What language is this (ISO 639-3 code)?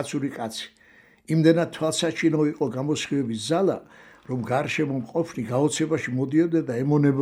kat